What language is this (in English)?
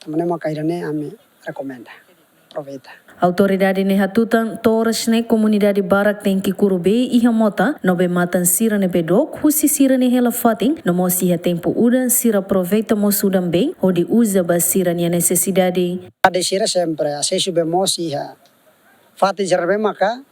Tetum